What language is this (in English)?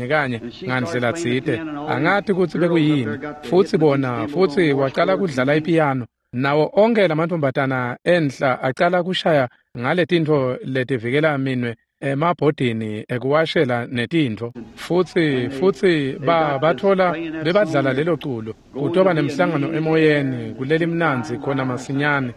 Swati